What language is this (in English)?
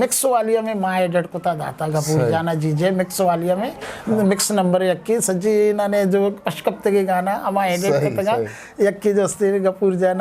Eastern Balochi